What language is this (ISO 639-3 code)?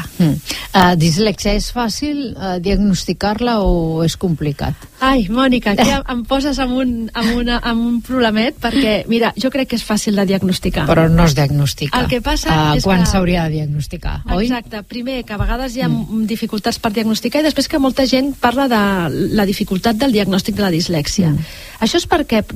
cat